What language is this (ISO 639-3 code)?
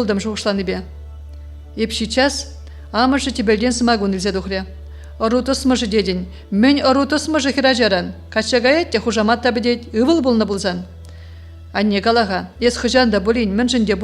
chv